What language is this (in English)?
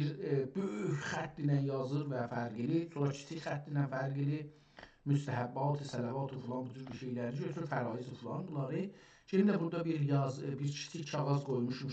South Azerbaijani